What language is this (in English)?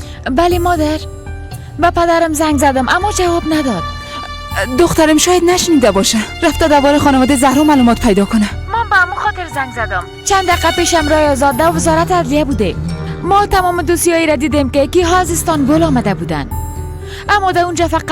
Persian